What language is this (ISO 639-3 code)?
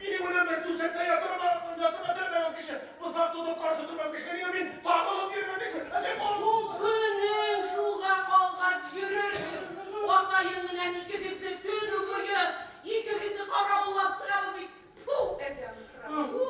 bak